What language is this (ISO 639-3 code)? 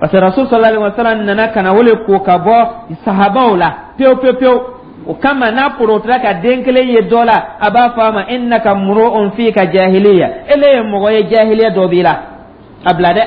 dyu